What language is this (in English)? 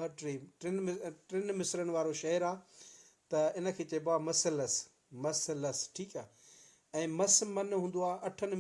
Sindhi